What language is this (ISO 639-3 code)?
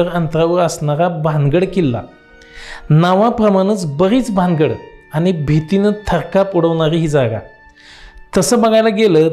mar